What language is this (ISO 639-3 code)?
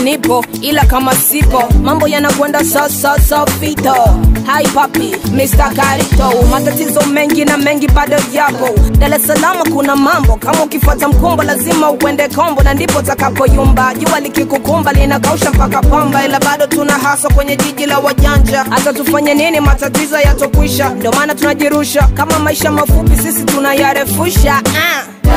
swa